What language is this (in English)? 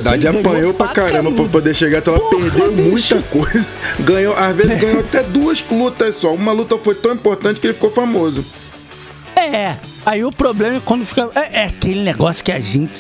Portuguese